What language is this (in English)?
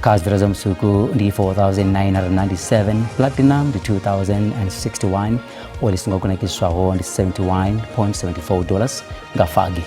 Venda